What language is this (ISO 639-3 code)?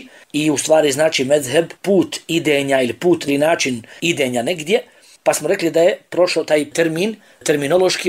bos